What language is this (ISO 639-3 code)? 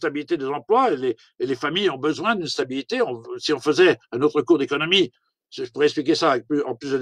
fra